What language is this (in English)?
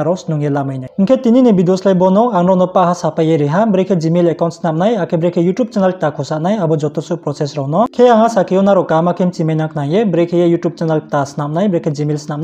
Riang (India)